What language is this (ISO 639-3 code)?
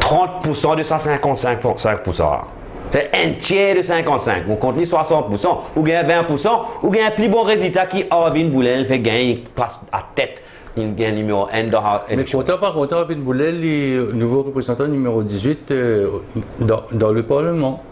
mfe